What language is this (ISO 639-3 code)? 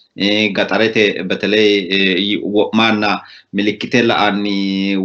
sid